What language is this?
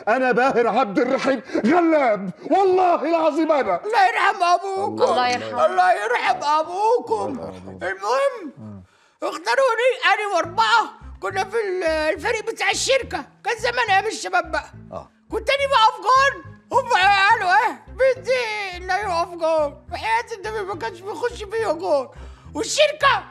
Egyptian Arabic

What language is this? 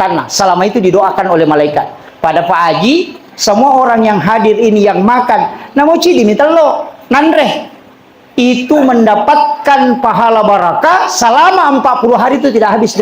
Buginese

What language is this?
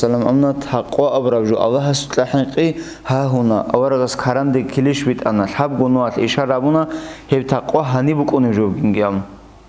Avaric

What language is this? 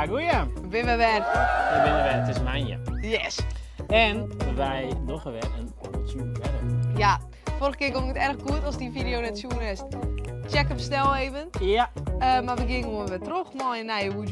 Western Frisian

